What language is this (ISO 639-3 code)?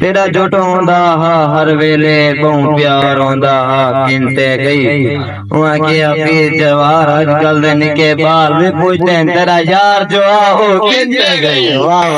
skr